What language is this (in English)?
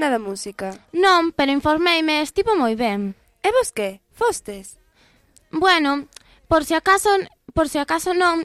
Galician